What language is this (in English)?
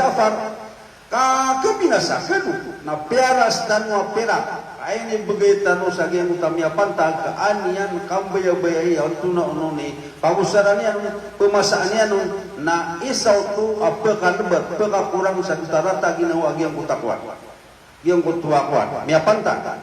Maranao